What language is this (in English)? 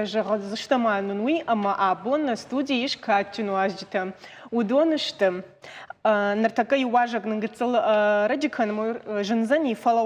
Ossetic